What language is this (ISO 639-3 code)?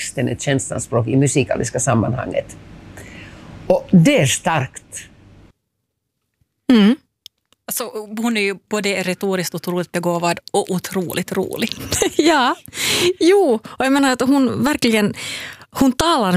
swe